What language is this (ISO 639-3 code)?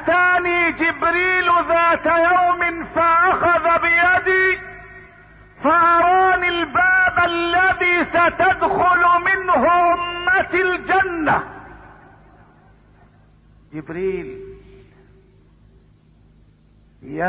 ara